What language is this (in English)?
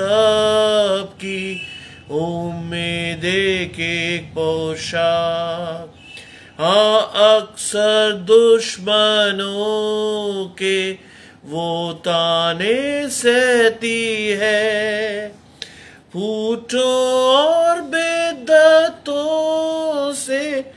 Hindi